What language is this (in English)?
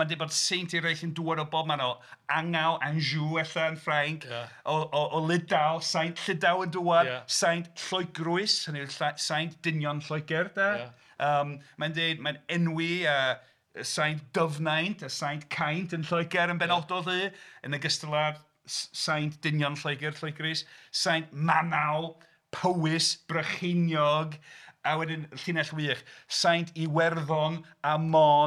Welsh